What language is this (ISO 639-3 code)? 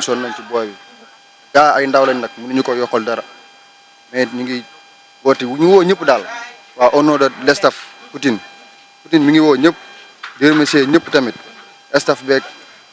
wol